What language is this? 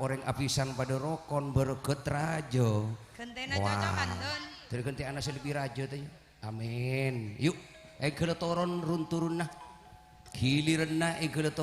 Madurese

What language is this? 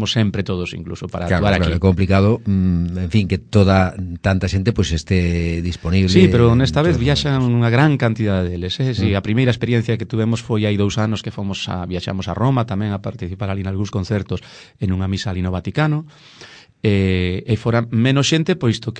Galician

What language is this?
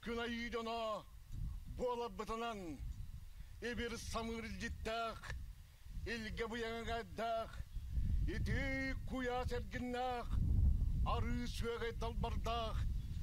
Yakut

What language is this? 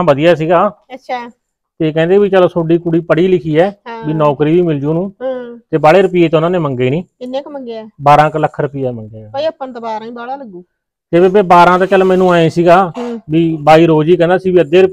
Punjabi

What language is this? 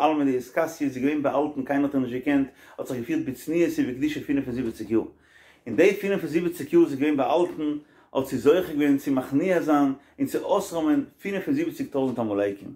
Yiddish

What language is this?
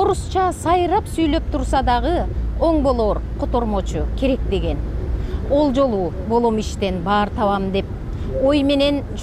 Kyrgyz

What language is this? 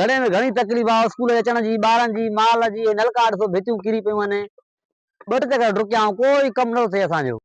Sindhi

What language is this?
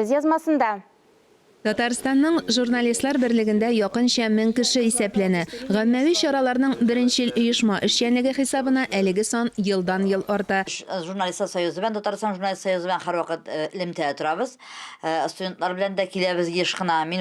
Tatar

